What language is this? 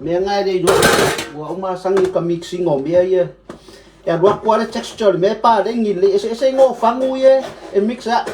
Samoan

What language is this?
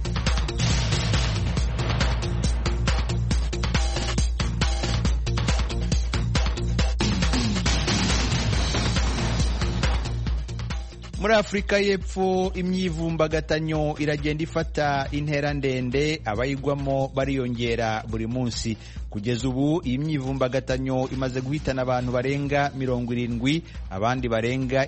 Kinyarwanda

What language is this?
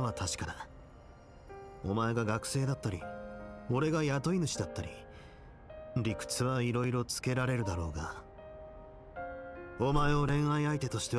Japanese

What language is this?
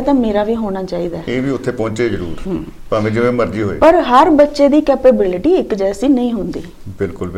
Punjabi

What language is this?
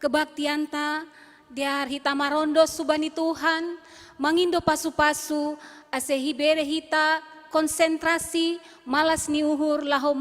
Batak Simalungun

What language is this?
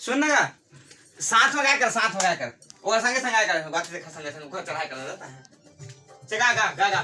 Chhattisgarhi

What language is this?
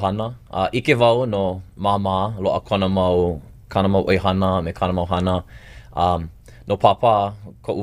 Hawaiian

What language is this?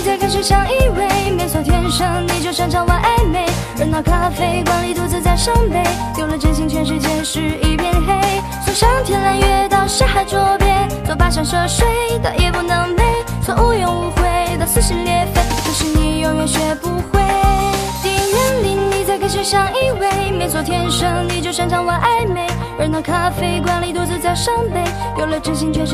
Chinese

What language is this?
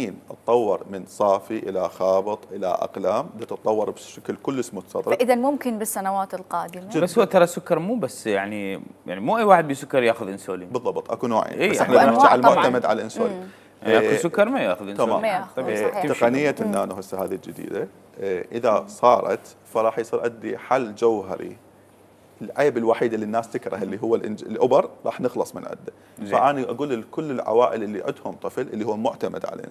Mesopotamian Arabic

